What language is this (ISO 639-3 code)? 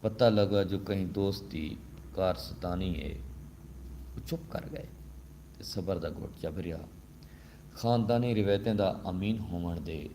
skr